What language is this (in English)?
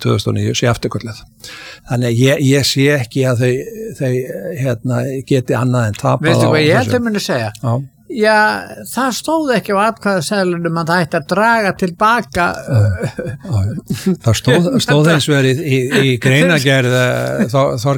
Icelandic